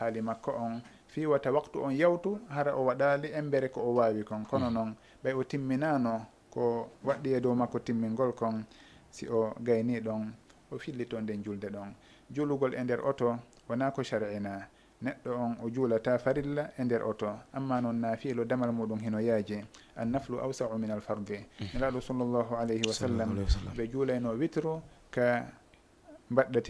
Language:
Fula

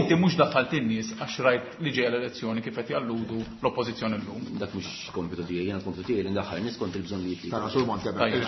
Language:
Maltese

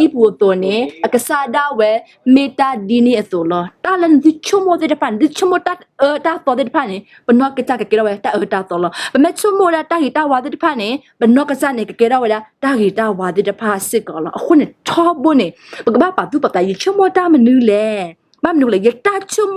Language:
S'gaw Karen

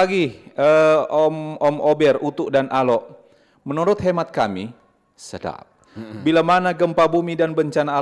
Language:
Manado Malay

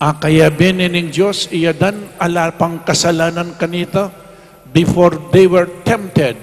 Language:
Pampanga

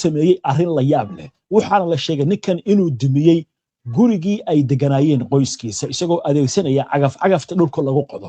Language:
Somali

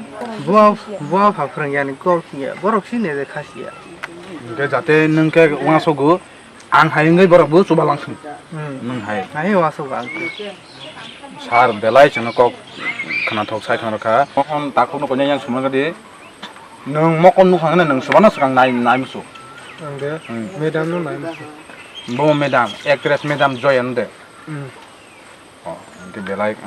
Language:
Kok Borok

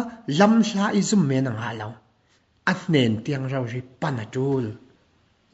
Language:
Falam Chin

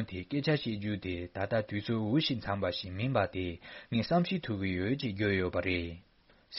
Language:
Tibetan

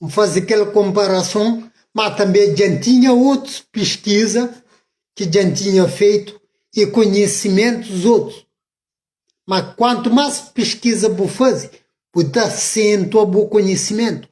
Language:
Kabuverdianu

